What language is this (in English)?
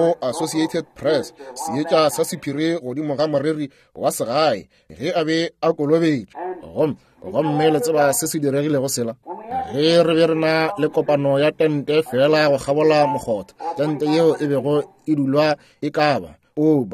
Northern Sotho